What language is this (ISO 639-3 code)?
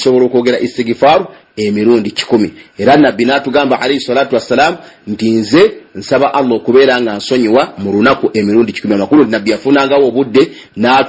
lug